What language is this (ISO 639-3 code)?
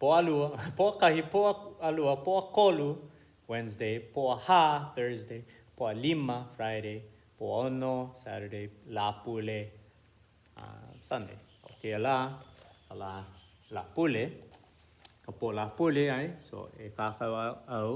haw